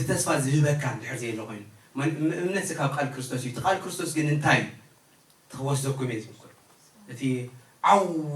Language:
Tigrinya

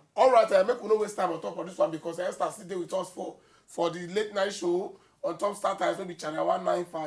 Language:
Nigerian Pidgin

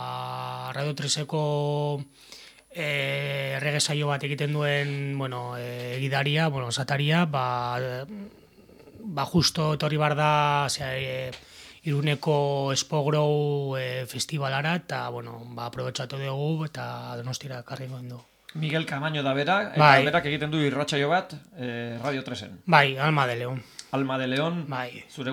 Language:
Basque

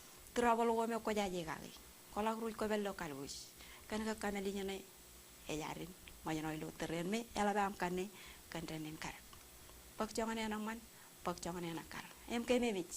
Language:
Marshallese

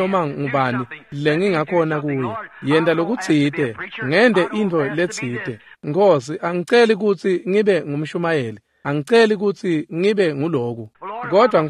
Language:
Swati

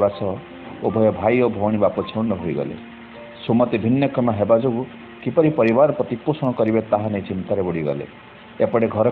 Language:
Odia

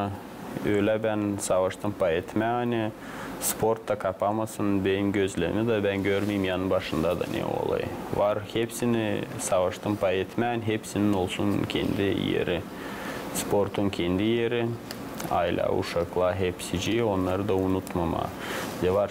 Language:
Gagauz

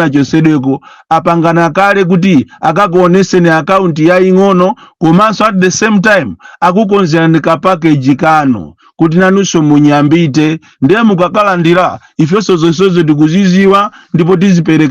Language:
Nyanja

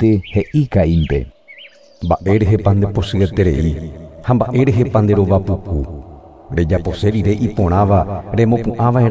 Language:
Guarani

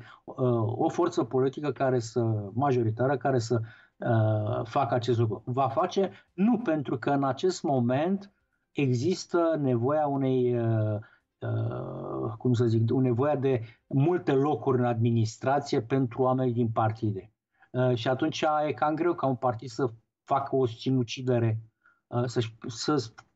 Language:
Romanian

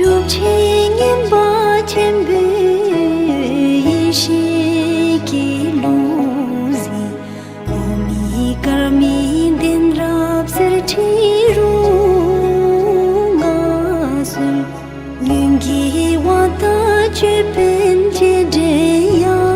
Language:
Tibetan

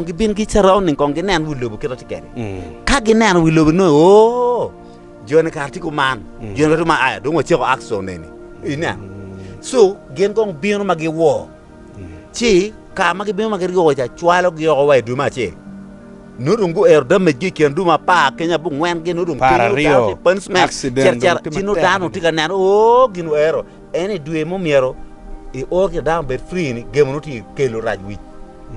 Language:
Acoli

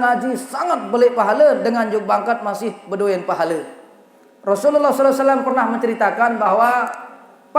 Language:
Sasak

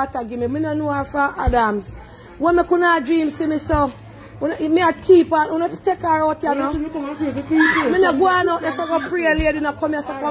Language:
Jamaican Creole English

